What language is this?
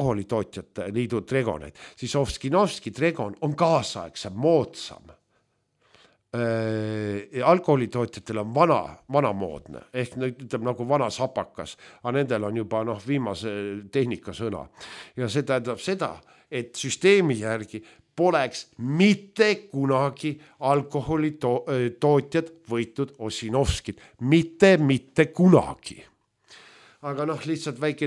Estonian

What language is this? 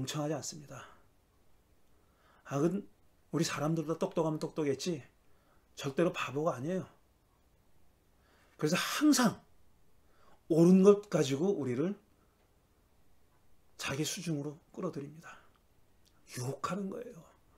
Korean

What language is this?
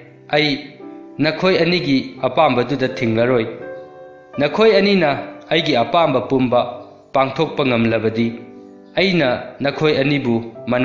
Manipuri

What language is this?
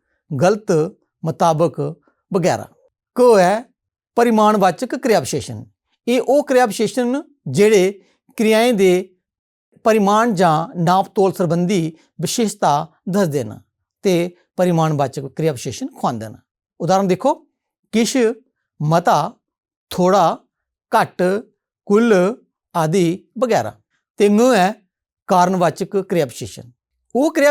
Dogri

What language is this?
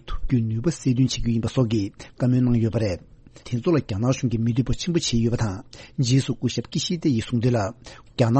Tibetan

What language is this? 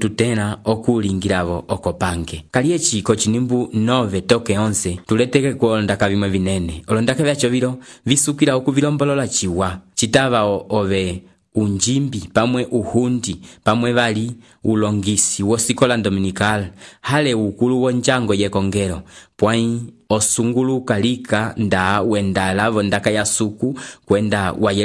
Umbundu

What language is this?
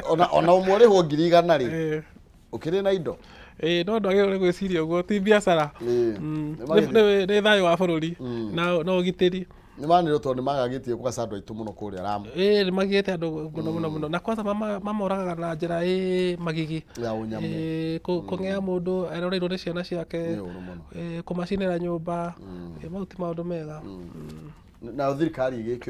Kikuyu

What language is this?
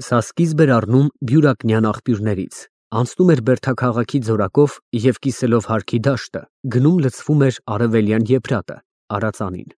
Armenian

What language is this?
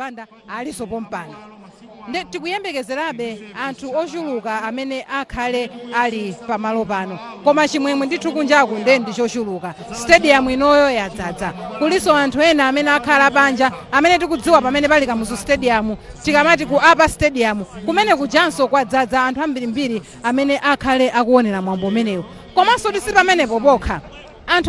Nyanja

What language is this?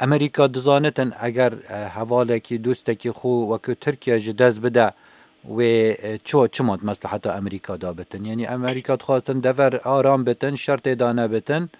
Kurdish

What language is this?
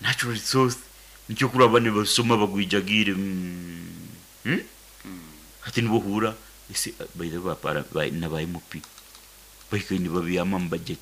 Nyoro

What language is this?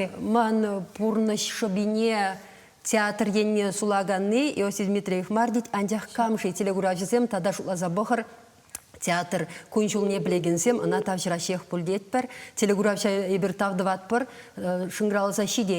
Chuvash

